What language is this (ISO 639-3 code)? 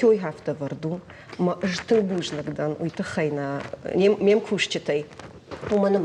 oss